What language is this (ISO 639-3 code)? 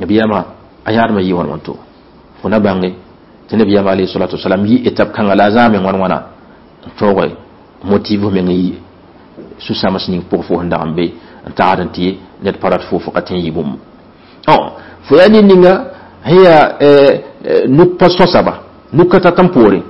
mos